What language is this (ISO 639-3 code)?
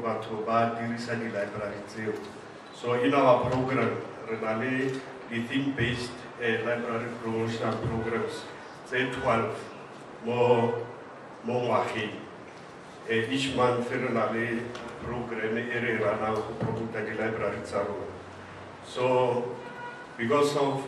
tsn